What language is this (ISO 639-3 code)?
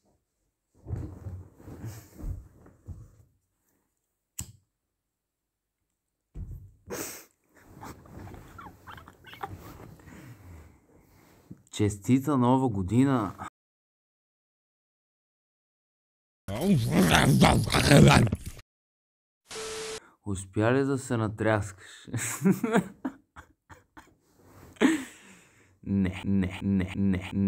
bul